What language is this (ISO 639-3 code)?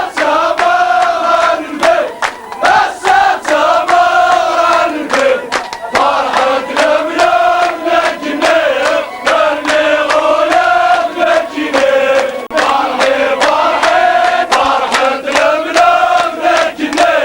kab